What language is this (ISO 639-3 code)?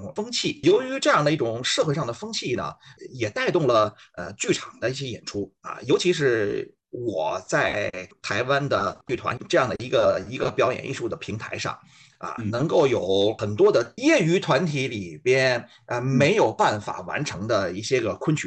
zho